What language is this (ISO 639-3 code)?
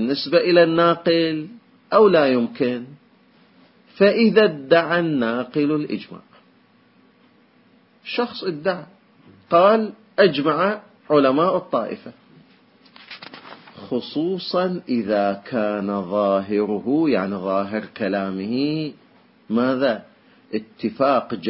ara